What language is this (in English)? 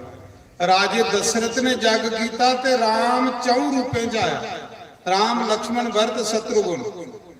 Dogri